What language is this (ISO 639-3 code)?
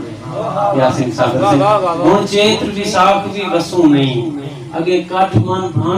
skr